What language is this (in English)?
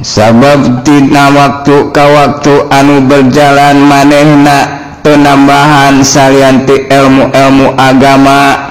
Sundanese